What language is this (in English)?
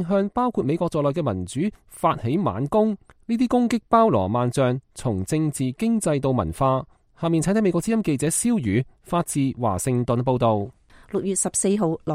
Cantonese